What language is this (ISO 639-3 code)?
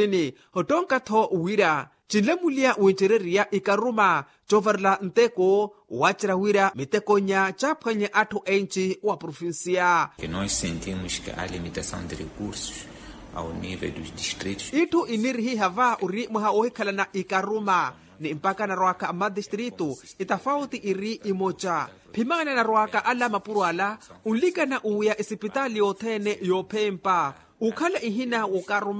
vmw